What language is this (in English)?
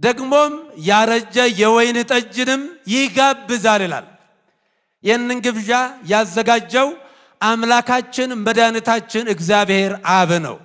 Amharic